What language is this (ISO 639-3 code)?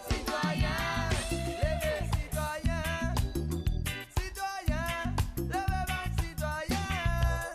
mfe